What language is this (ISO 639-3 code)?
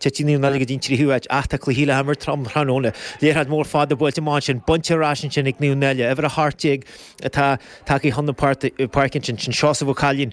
gle